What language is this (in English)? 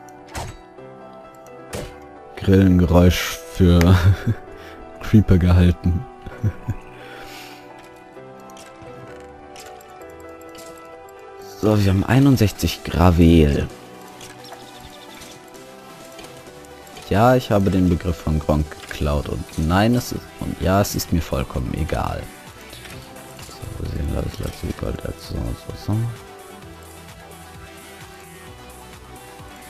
German